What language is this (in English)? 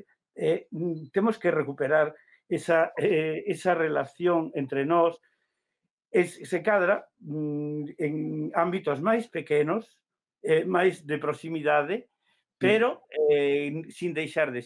Galician